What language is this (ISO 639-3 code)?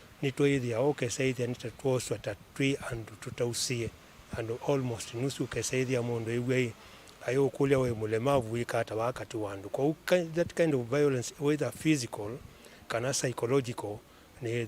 kam